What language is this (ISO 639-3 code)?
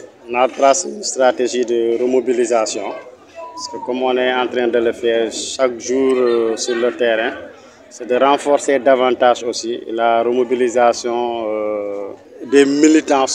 fra